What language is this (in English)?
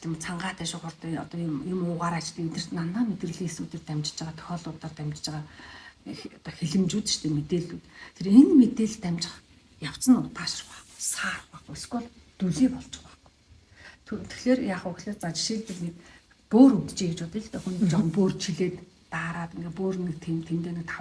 Mongolian